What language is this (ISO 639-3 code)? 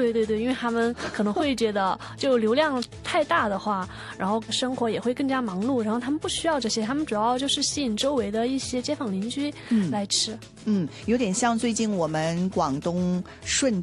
zho